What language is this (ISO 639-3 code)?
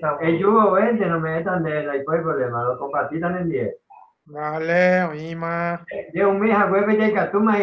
grn